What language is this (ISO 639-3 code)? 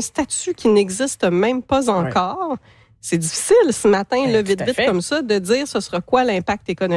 fra